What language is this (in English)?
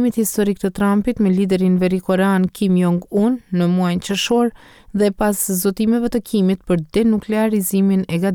Albanian